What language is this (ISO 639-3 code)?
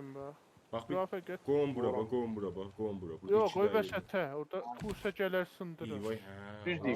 azb